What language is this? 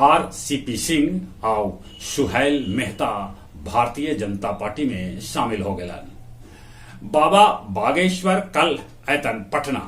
Magahi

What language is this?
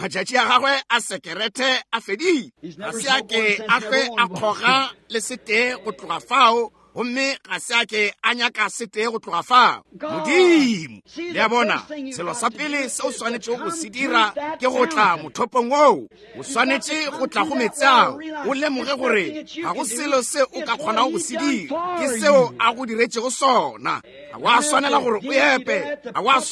Northern Sotho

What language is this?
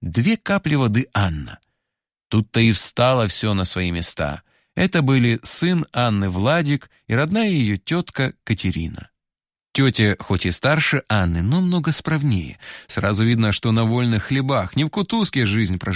Russian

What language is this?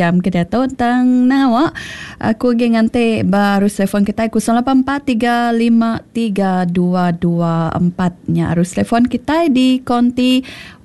Iban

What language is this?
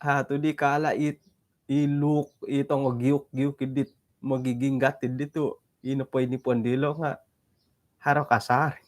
Central Dusun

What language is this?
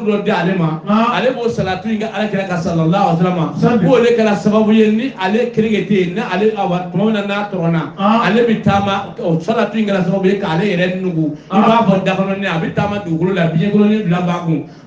Bambara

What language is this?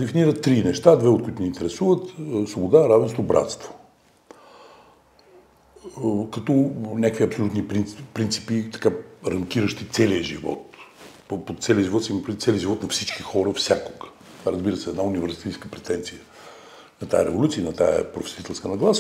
Bulgarian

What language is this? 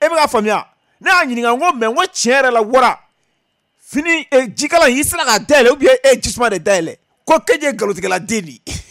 Bambara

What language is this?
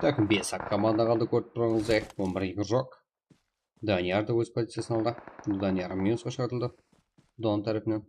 Kara-Kalpak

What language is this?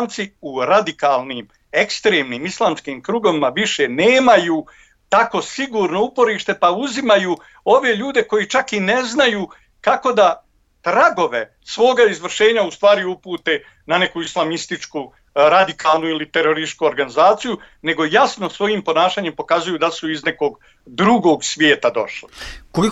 Bosnian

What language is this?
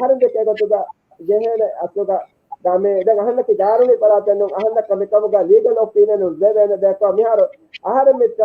Divehi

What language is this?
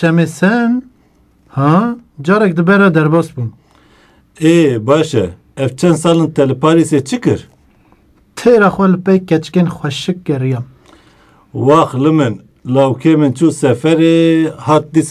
Kurdish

